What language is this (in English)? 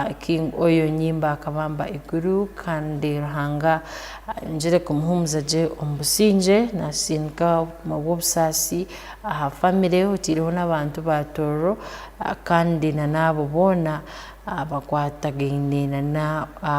Tooro